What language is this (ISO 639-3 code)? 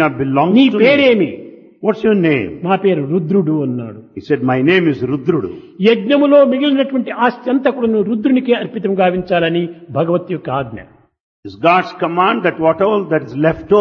tel